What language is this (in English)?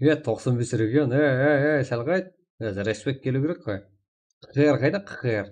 Kara-Kalpak